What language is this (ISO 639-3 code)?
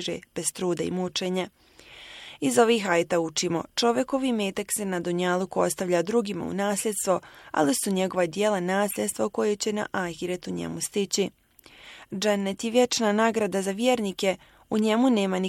bos